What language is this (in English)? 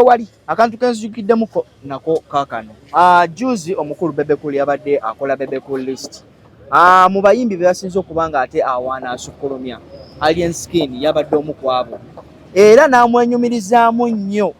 Ganda